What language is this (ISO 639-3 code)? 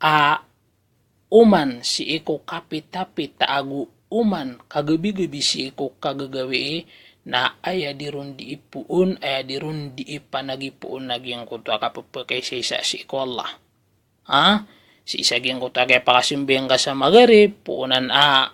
mrw